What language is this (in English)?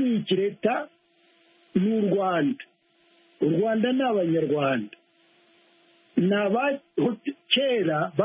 Kinyarwanda